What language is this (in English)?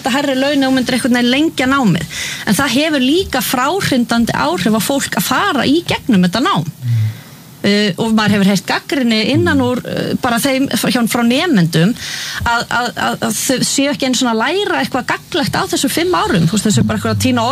Icelandic